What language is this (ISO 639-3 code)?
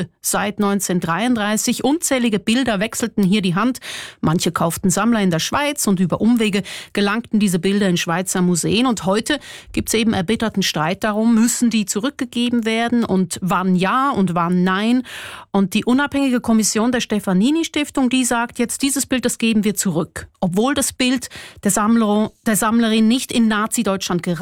deu